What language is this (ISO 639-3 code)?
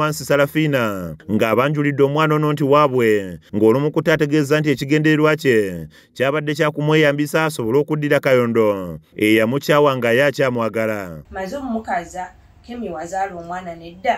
lug